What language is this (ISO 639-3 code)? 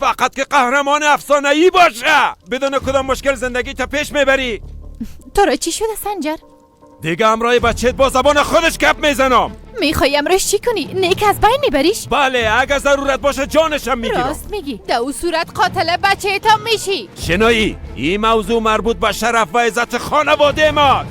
fas